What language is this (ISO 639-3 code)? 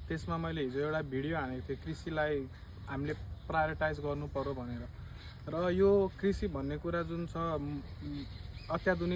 nep